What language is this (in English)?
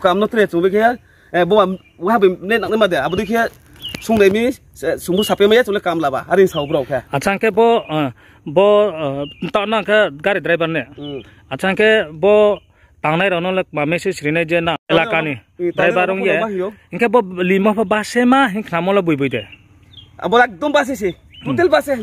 Riang (India)